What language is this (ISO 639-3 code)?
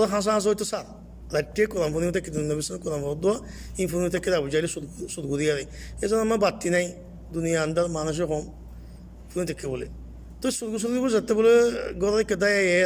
rhg